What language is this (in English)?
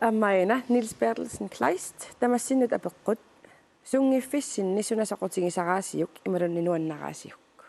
Kalaallisut